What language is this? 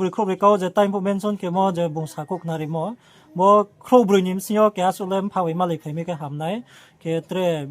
Riang (India)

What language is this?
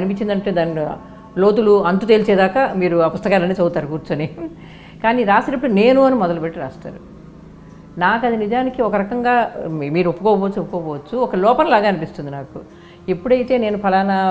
Telugu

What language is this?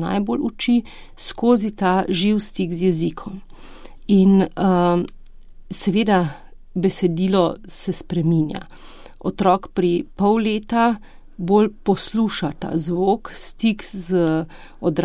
Slovenian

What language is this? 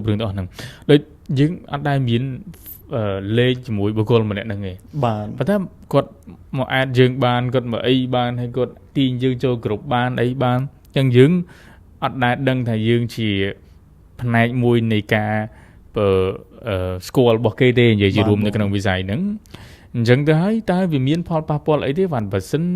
Khmer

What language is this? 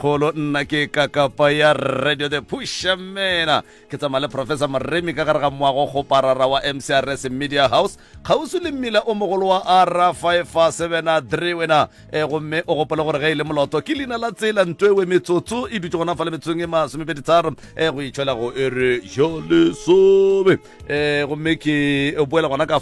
Northern Sotho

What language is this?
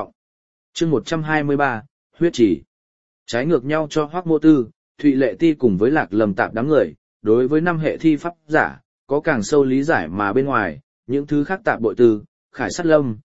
Vietnamese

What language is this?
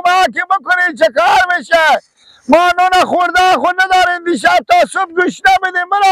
Persian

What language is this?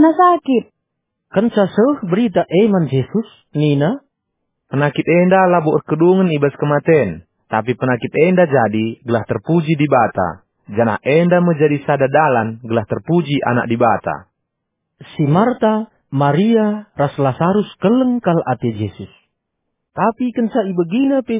Batak Karo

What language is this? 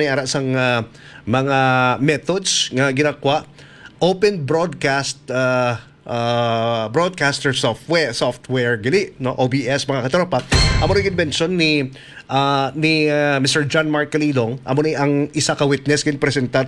Hiligaynon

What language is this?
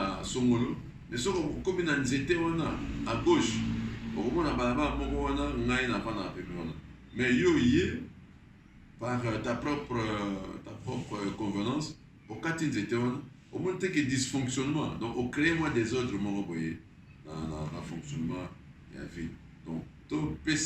Lingala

